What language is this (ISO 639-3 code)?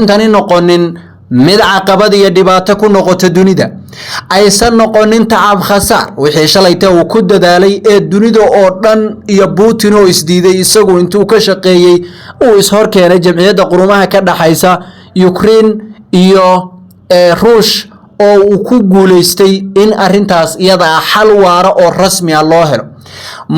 som